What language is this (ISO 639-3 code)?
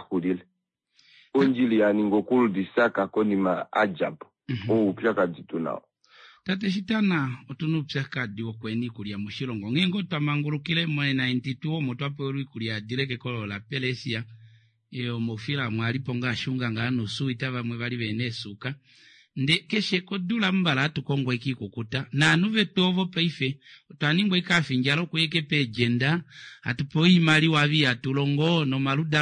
kua